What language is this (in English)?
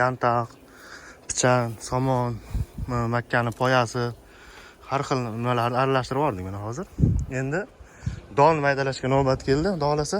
Uzbek